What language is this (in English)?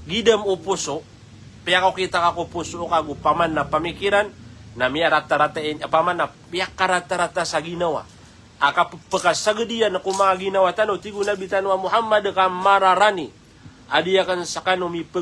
Maranao